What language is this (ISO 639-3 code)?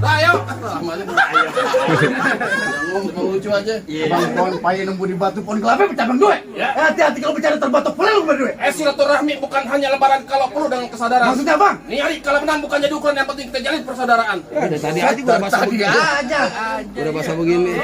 bew